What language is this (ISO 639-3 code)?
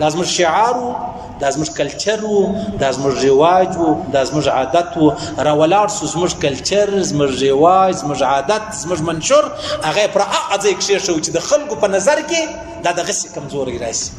pus